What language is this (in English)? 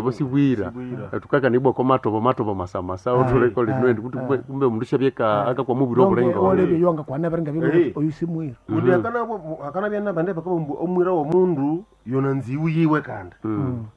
Nande